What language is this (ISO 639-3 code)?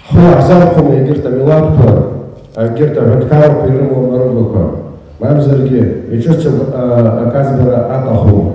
abk